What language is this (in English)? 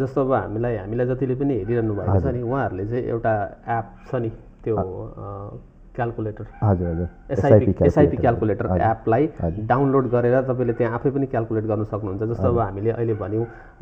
Nepali